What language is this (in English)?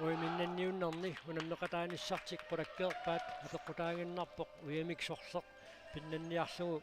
Kalaallisut